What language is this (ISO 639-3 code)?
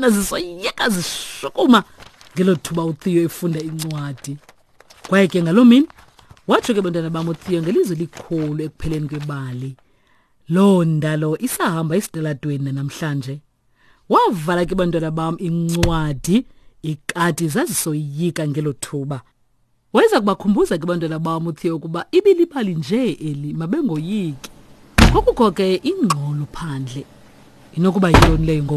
xho